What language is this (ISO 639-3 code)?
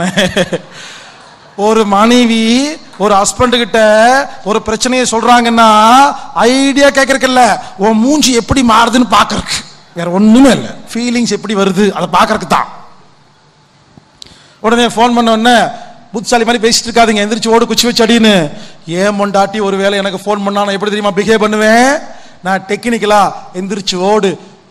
tam